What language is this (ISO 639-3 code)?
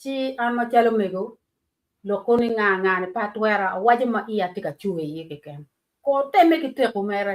ach